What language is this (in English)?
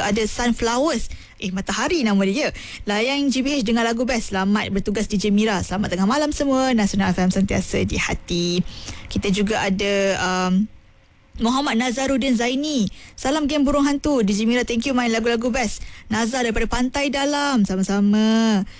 Malay